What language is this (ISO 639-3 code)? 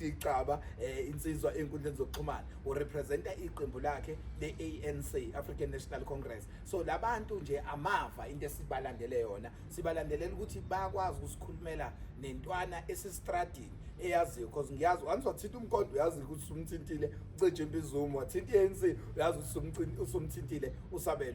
zul